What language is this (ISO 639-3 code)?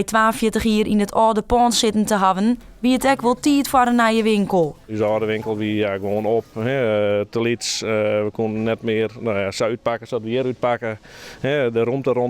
fry